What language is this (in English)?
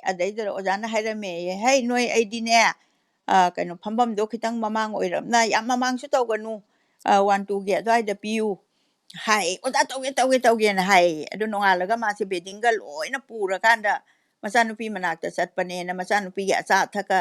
Manipuri